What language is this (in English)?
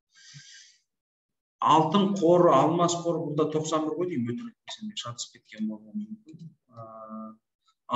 Kazakh